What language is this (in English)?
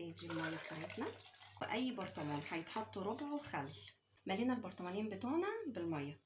Egyptian Arabic